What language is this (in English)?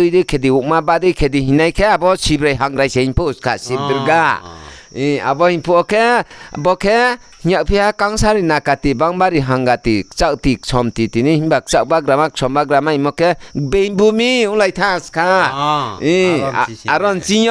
Riang (India)